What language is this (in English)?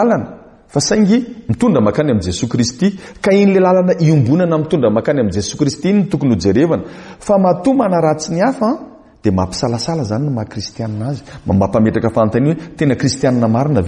Malagasy